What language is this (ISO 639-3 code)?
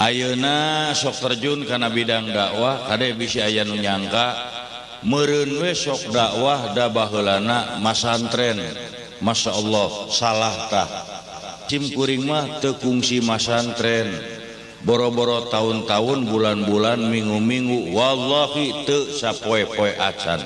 sun